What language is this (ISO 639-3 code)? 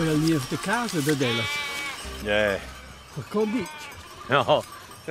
roh